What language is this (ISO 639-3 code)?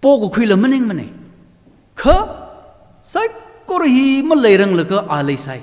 nmf